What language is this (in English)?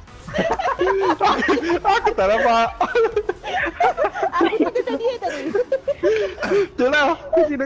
Malay